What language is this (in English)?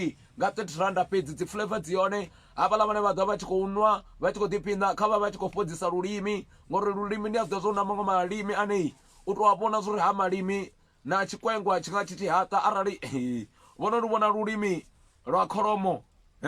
Venda